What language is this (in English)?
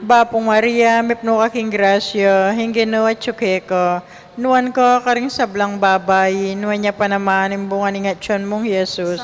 Pampanga